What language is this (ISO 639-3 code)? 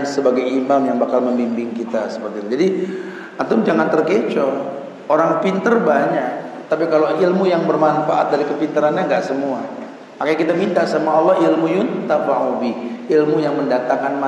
ind